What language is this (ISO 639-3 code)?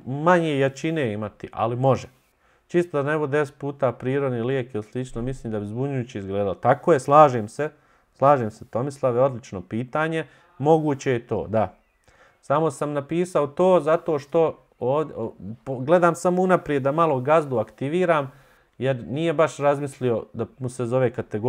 bos